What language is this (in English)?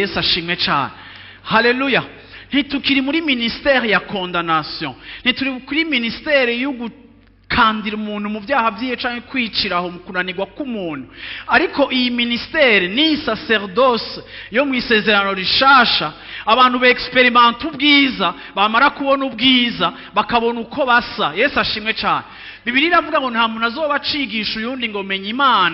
Rundi